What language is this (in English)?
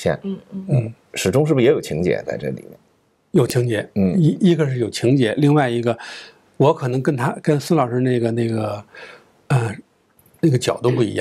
Chinese